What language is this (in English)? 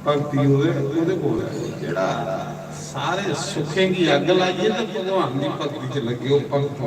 Dogri